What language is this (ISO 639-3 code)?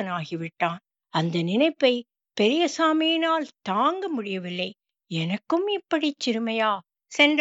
tam